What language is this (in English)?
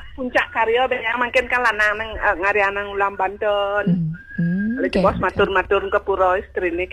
Balinese